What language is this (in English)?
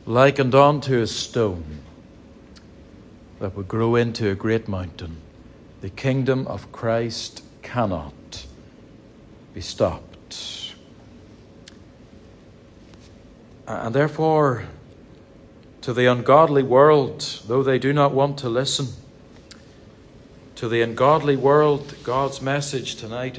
English